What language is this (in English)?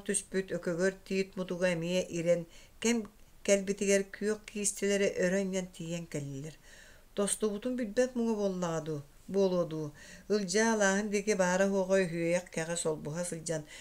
Yakut